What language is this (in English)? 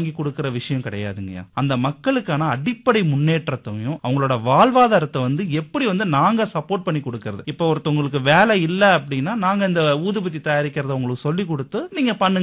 Tamil